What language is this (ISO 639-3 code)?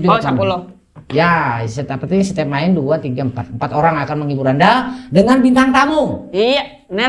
bjn